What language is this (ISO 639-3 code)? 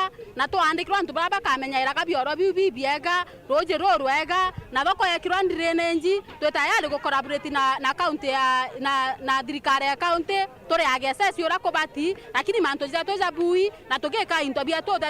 mer